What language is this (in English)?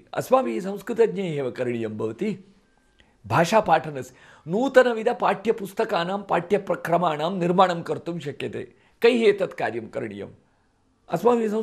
Sanskrit